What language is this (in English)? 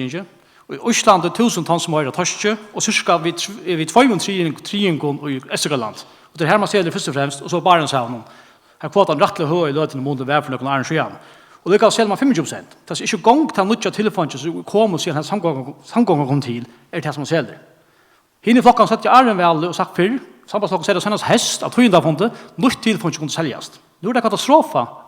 Faroese